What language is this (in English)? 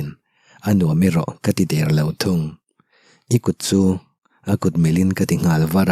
Mizo